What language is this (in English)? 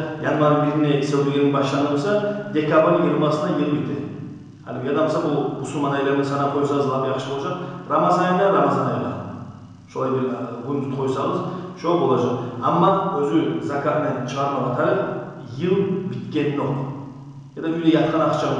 Kumyk